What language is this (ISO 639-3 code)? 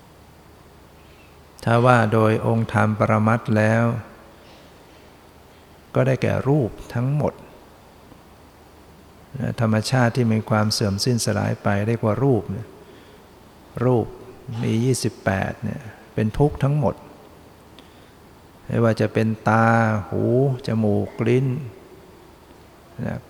tha